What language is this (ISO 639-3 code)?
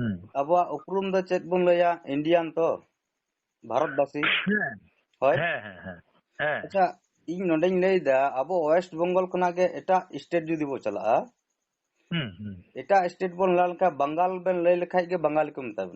sat